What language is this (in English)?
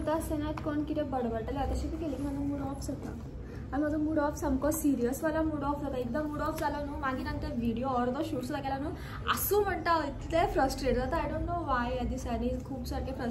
Konkani